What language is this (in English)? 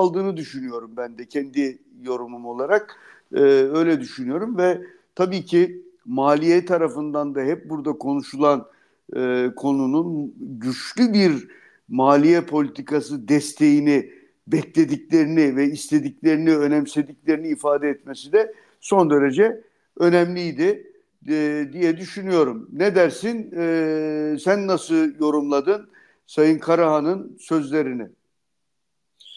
Turkish